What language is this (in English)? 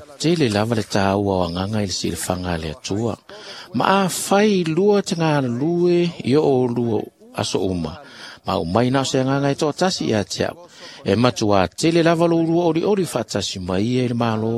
Samoan